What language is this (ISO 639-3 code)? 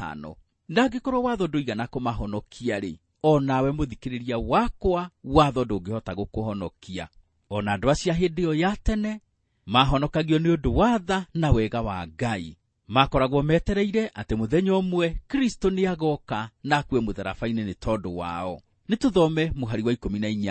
kik